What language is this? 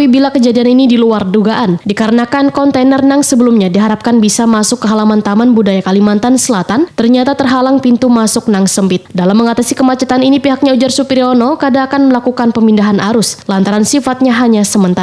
Banjar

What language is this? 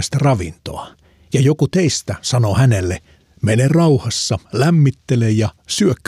Finnish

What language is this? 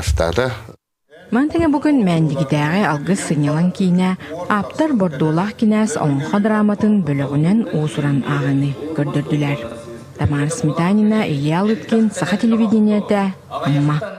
Yakut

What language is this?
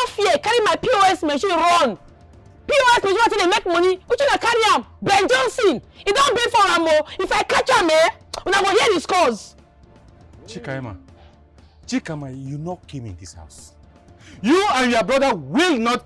Nigerian Pidgin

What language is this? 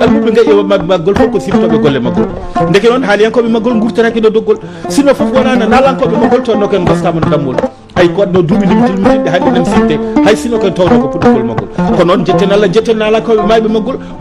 Fula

